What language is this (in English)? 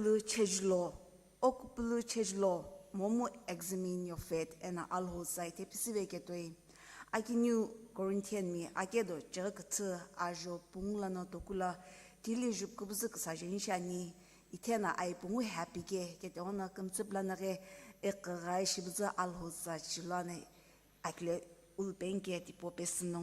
Sumi Naga